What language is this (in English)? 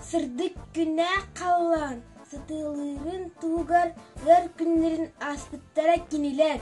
Yakut